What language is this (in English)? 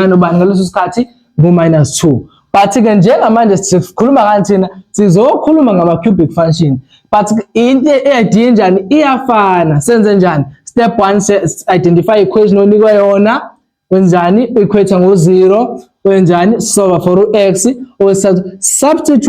Zulu